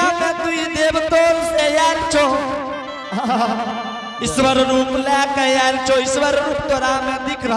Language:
Angika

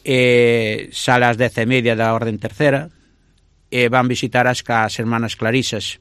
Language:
Galician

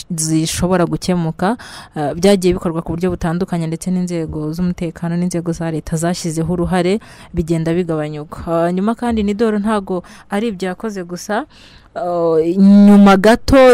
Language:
Kinyarwanda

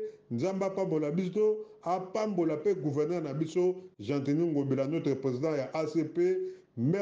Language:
Lingala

